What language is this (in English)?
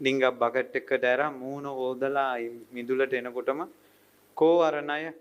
Sinhala